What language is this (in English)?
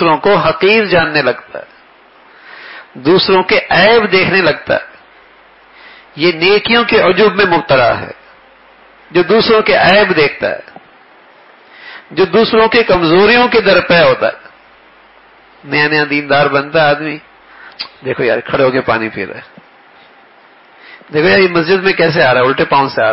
Urdu